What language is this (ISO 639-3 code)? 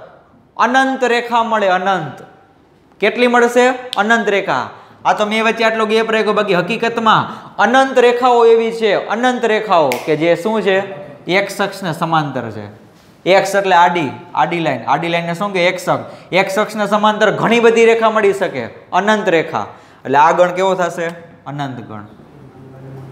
guj